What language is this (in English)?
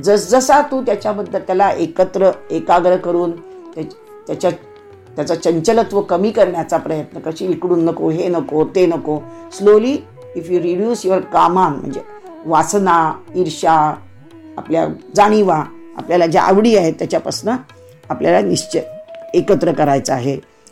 Marathi